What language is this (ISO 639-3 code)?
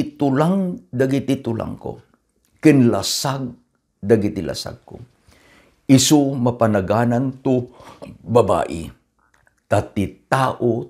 ilo